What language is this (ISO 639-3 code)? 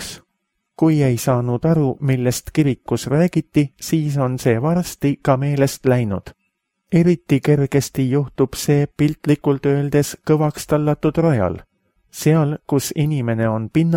est